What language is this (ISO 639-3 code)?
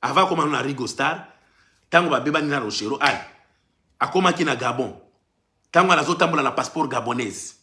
lin